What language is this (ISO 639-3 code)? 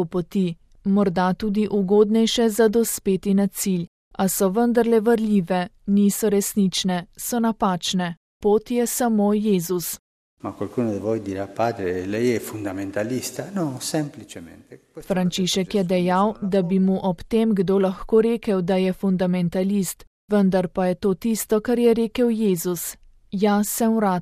slv